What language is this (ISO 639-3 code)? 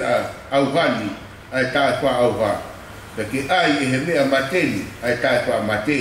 ton